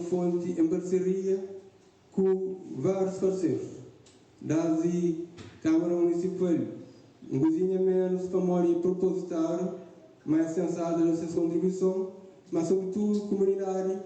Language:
Kabuverdianu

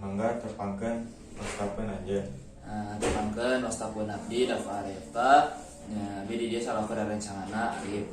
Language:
Sundanese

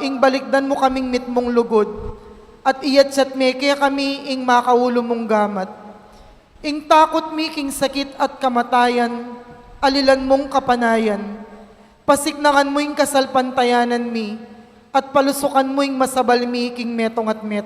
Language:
Pampanga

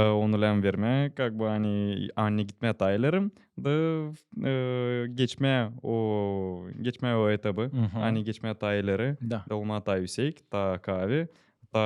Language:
Gagauz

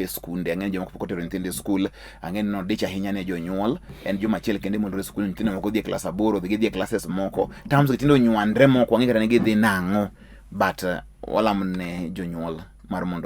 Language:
Luo (Kenya and Tanzania)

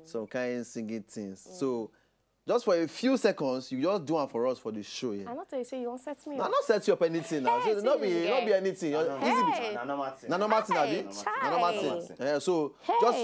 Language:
Nigerian Pidgin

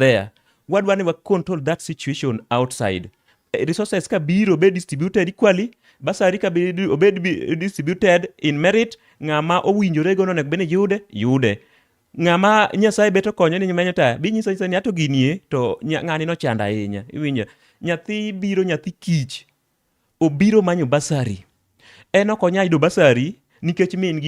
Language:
Luo (Kenya and Tanzania)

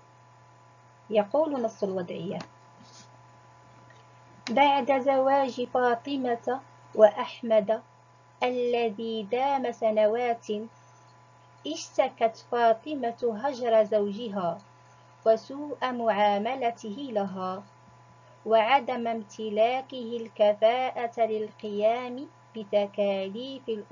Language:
Arabic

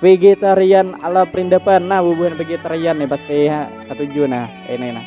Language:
Banjar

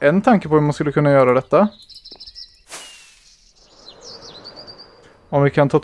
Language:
Swedish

